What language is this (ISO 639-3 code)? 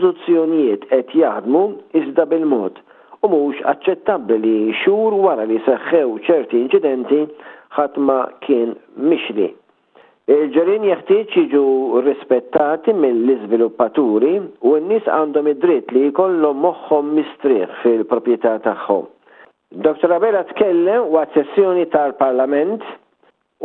mlt